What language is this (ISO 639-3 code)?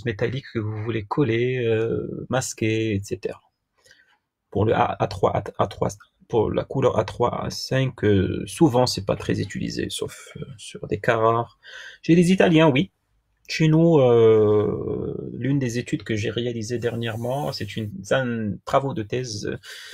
fra